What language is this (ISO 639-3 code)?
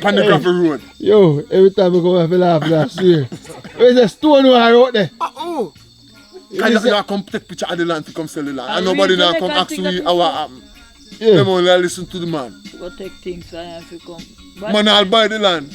jam